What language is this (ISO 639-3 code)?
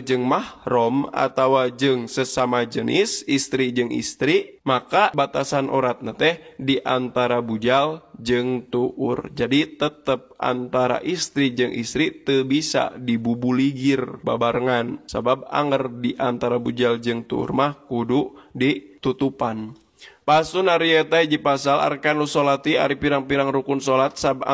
sun